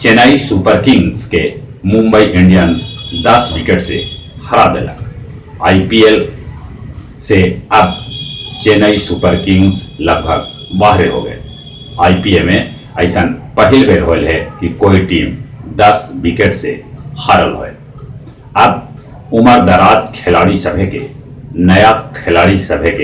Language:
Magahi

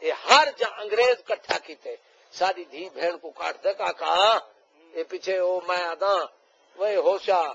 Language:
Saraiki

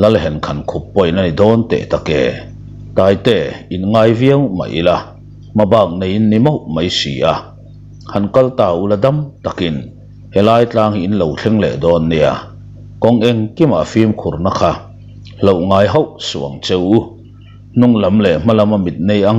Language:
Mizo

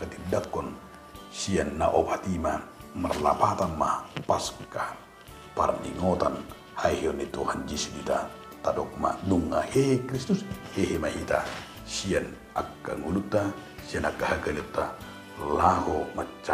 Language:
Batak Toba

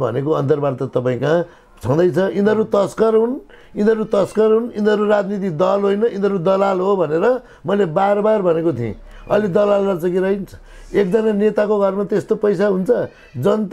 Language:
Nepali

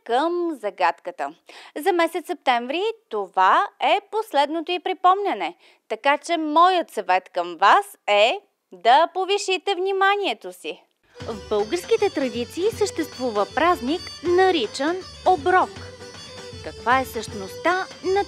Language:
Bulgarian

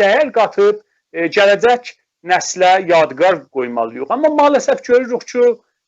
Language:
South Azerbaijani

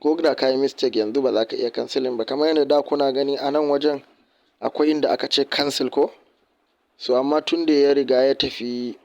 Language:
Hausa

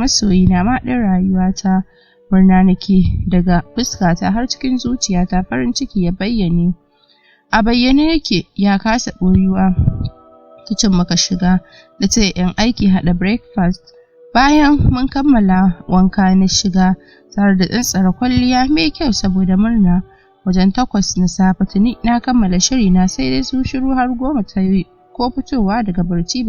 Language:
Hausa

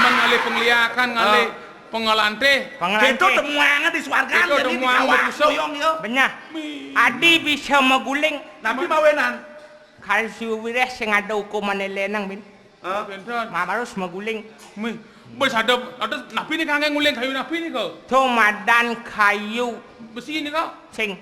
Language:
Balinese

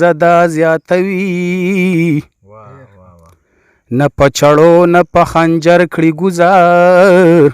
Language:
Pashto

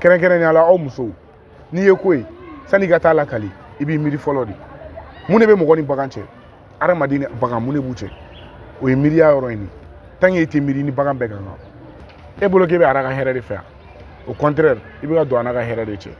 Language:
Bambara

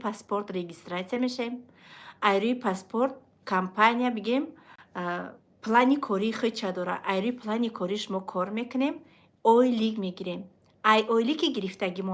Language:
Tajik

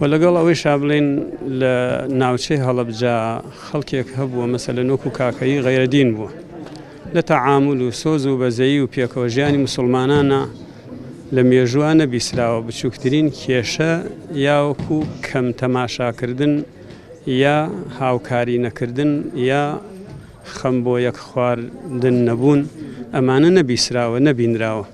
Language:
Central Kurdish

